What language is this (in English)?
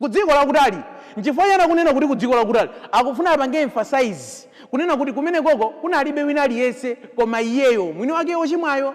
Nyanja